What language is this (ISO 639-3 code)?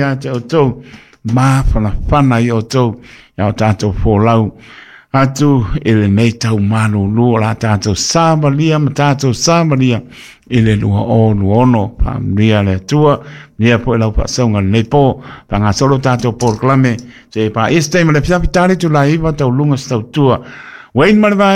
smo